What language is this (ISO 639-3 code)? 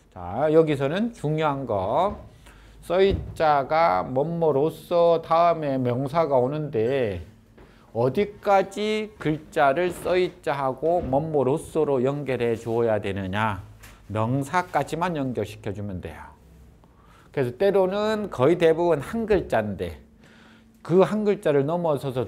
kor